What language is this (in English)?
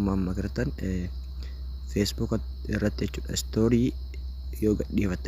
Oromo